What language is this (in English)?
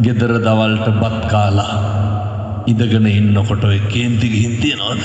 Sinhala